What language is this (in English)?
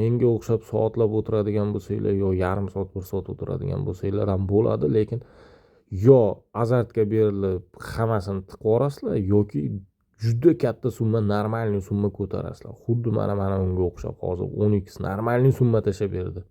Uzbek